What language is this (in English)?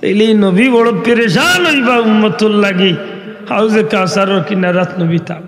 Sylheti